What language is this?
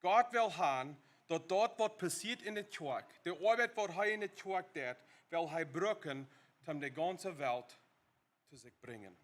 Plautdietsch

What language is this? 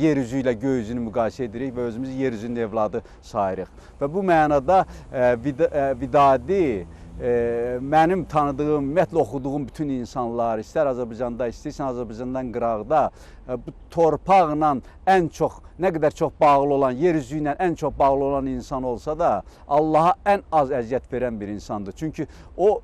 Azerbaijani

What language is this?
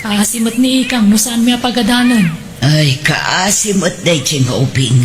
Iloko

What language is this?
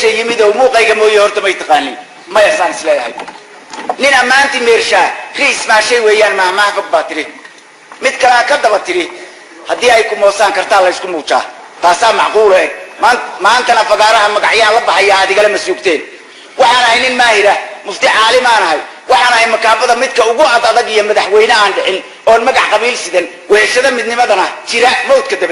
Somali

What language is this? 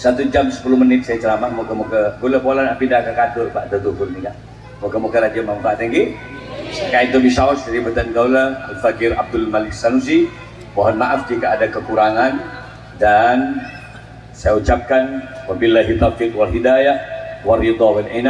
Madurese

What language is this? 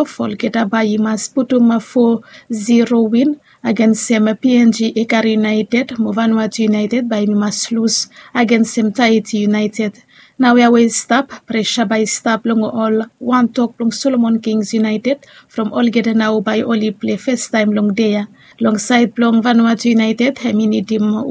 Bislama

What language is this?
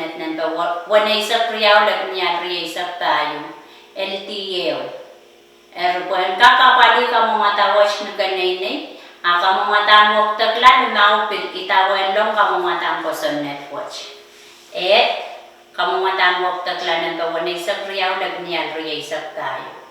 Pohnpeian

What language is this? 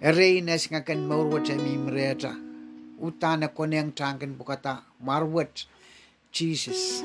Pohnpeian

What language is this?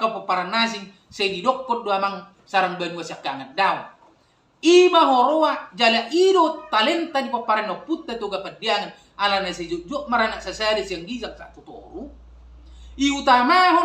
Batak Toba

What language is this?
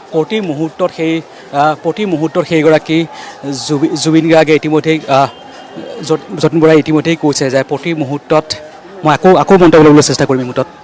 Assamese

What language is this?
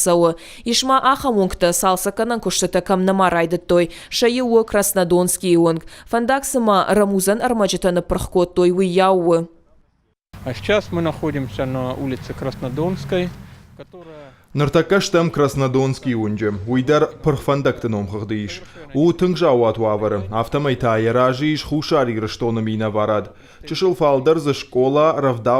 Ossetic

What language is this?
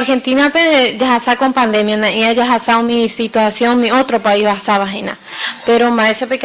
Guarani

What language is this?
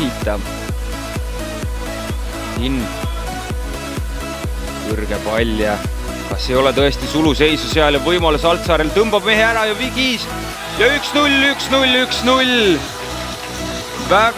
Estonian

